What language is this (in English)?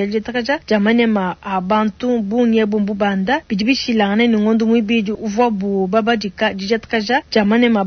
Luba-Lulua